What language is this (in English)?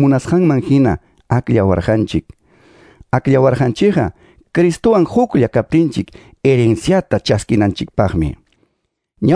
Quechua